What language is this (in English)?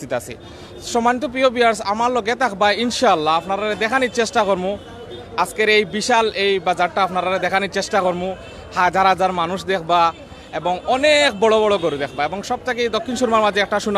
Sylheti